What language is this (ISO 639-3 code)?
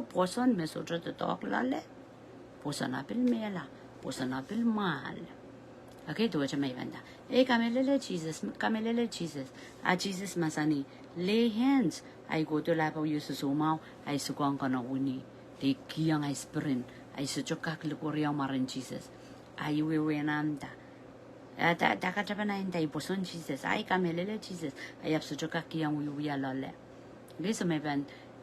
pon